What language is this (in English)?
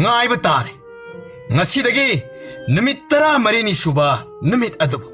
Manipuri